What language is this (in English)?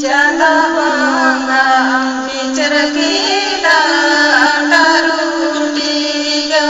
Santali